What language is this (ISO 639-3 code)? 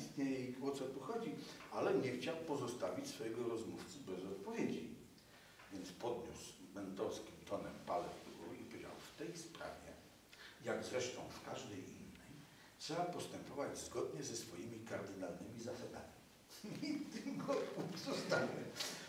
pol